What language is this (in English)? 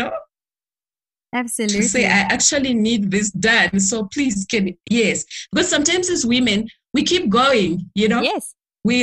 English